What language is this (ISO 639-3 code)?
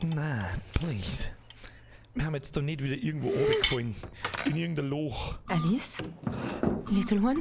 bar